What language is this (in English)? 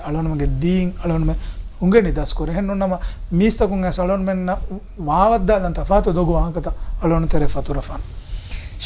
Divehi